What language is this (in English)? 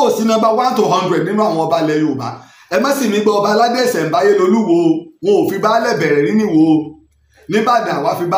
Yoruba